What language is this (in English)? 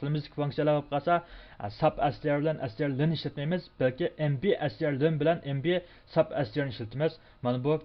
Uyghur